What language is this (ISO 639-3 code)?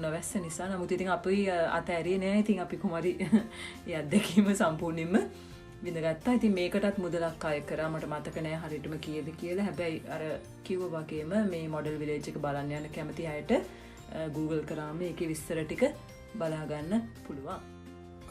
sin